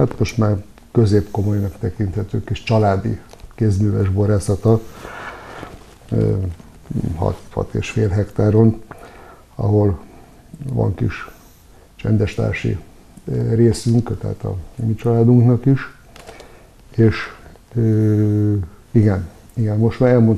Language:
Hungarian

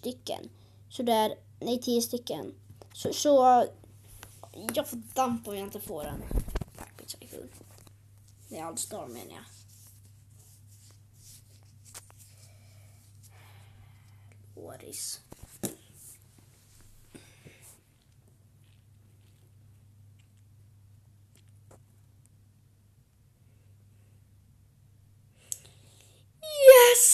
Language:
Swedish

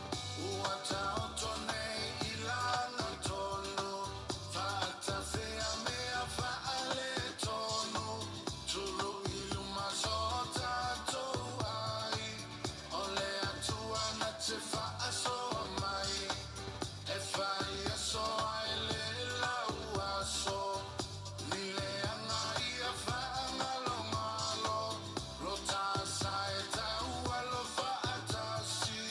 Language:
Samoan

